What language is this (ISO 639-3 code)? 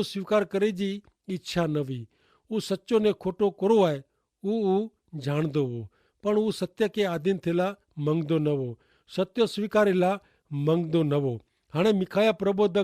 kfr